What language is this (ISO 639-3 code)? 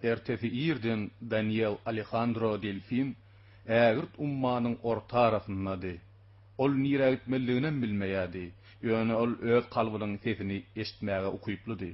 tuk